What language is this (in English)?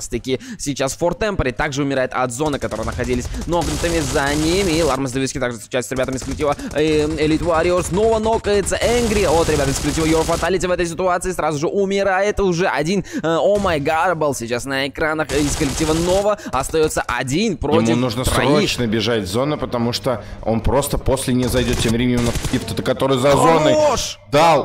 Russian